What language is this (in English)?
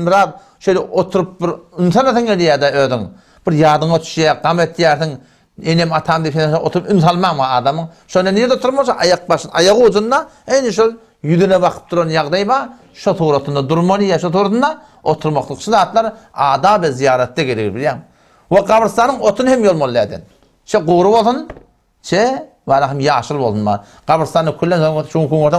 Turkmen